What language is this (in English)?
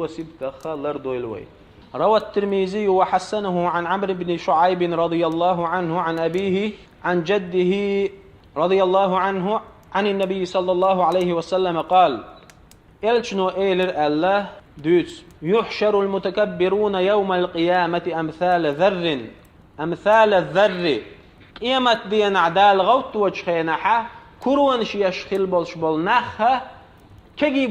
Chechen